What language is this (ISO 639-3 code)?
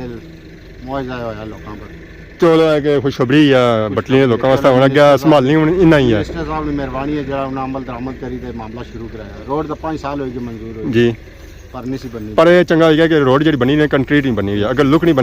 phr